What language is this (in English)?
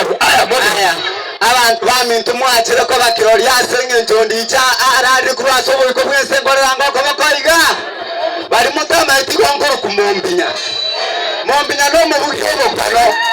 Gusii